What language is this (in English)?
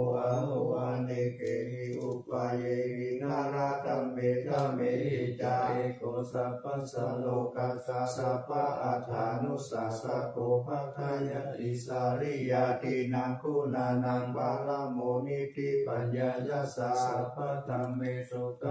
Pali